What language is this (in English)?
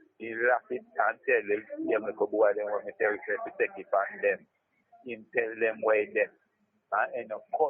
Jamaican Creole English